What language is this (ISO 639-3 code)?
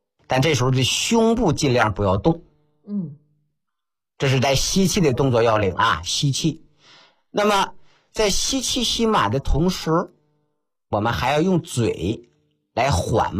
zho